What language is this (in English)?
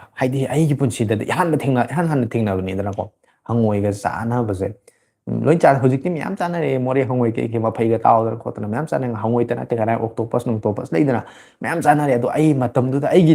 Manipuri